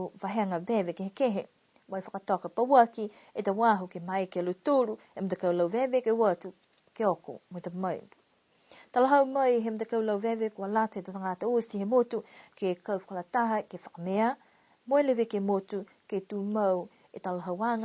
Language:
Niuean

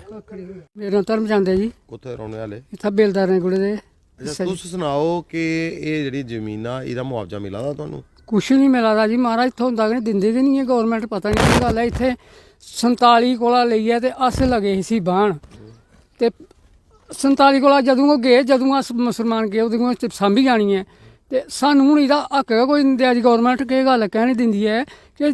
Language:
Dogri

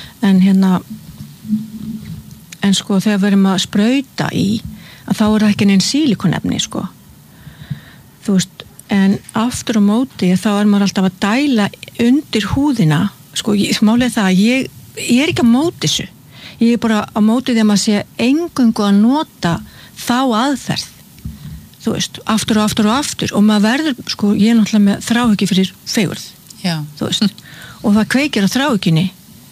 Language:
Icelandic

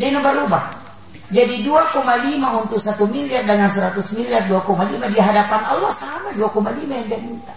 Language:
Buginese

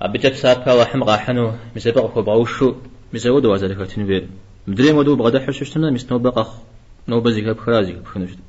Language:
Kabardian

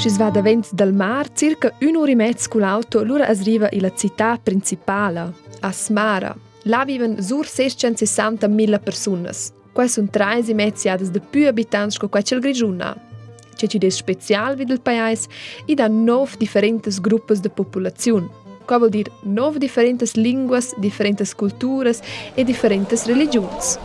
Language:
Romansh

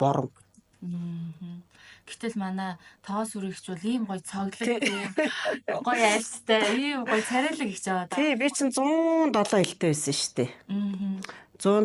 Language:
Mongolian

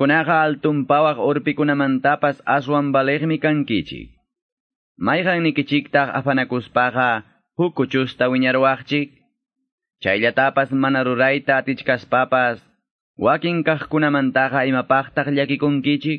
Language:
Quechua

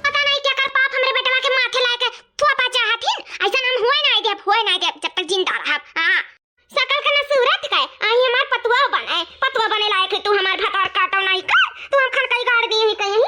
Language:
Awadhi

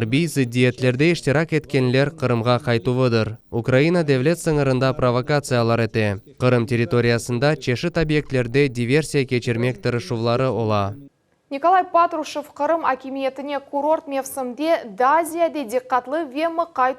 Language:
Crimean Tatar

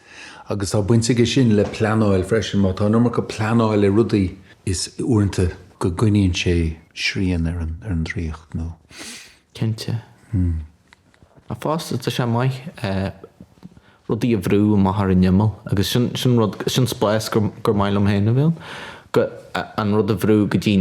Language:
Irish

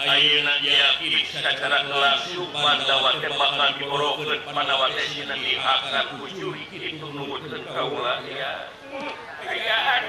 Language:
Sundanese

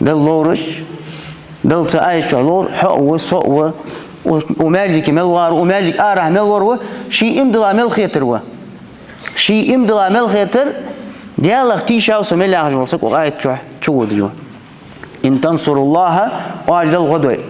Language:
Ingush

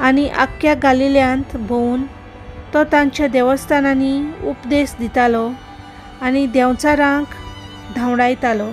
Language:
Konkani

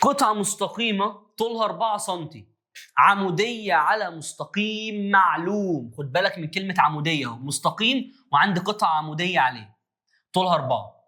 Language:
Egyptian Arabic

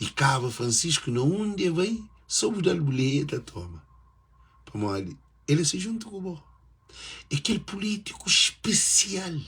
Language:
Kabuverdianu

